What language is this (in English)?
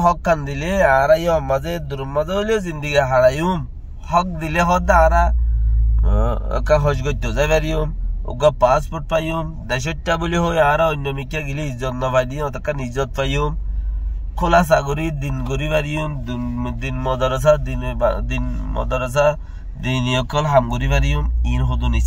Rohingya